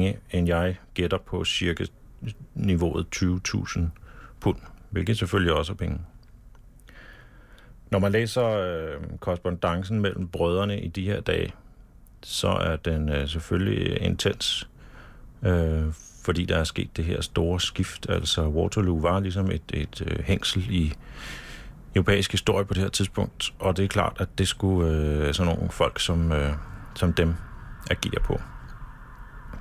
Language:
Danish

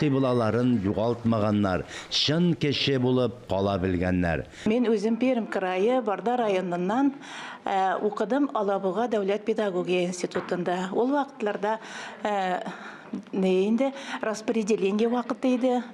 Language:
Tatar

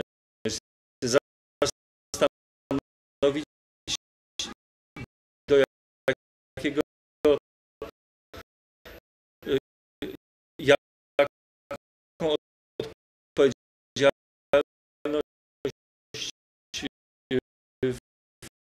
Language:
Polish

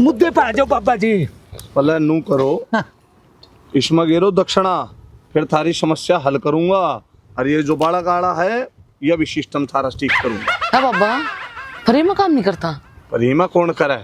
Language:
Haryanvi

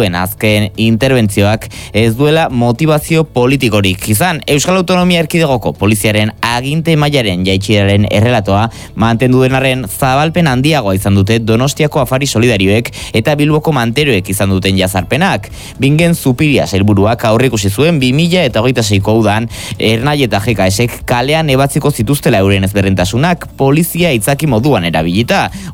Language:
Basque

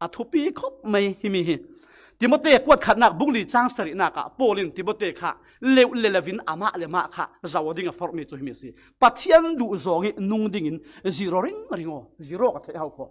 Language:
Falam Chin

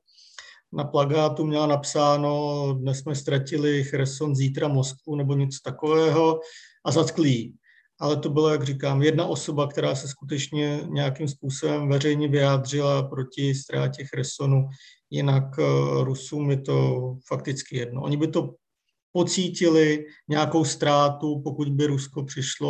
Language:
Czech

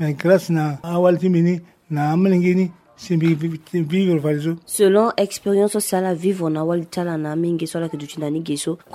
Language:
Sango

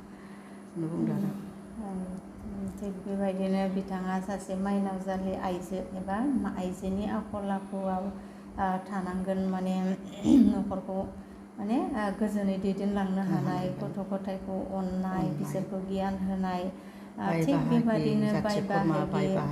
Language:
Bodo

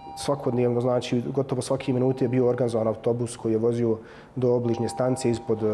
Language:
Bosnian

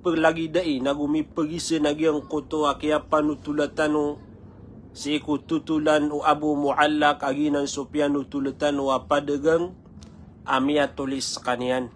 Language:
Maranao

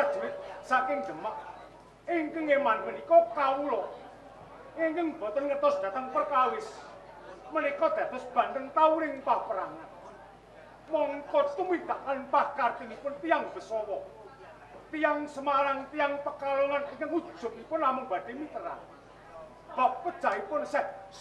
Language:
Javanese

